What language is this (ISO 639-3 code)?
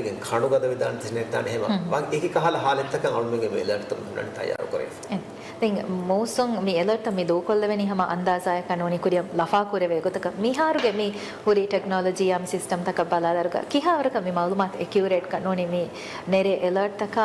div